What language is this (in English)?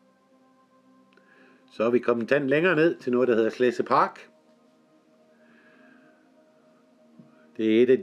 Danish